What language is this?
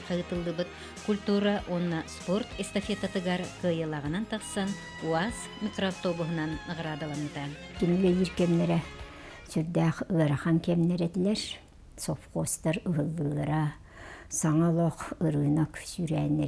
Yakut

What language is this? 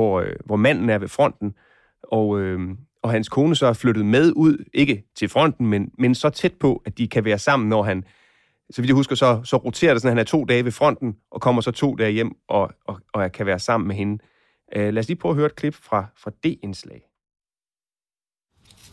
Danish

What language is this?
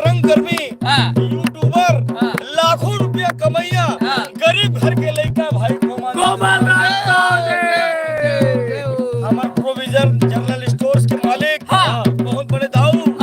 Chhattisgarhi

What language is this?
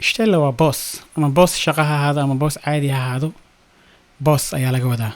Somali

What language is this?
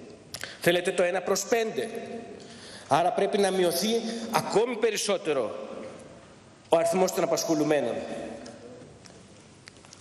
Greek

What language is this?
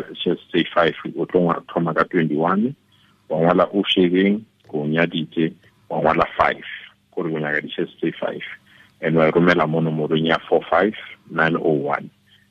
Tswana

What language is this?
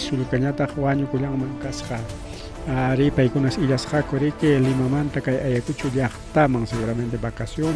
Ayacucho Quechua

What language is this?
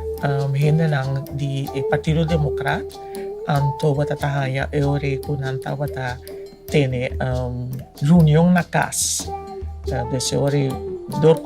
Papiamento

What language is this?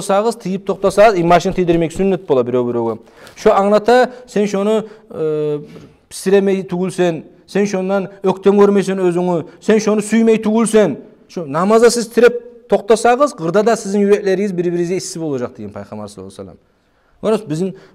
Kumyk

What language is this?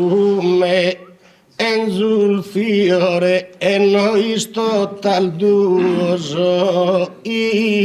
Sardinian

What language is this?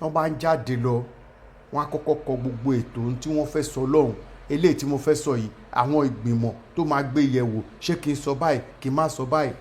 Yoruba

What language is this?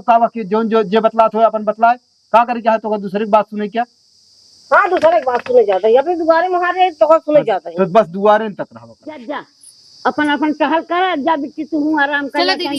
Awadhi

